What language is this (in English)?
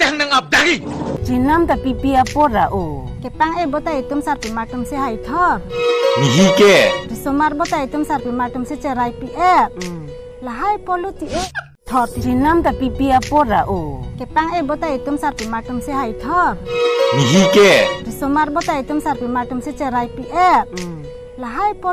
Karbi